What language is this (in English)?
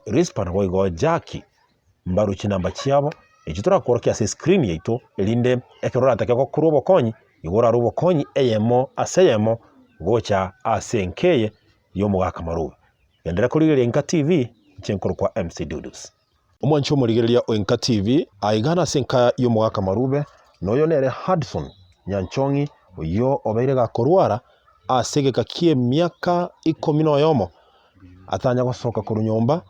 Gusii